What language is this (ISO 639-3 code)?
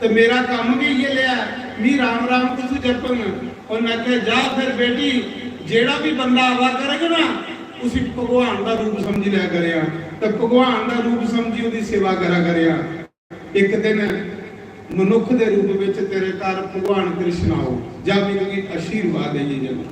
doi